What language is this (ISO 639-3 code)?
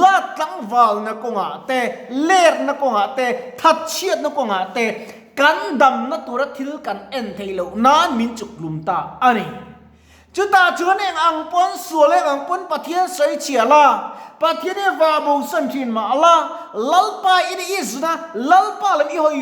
lus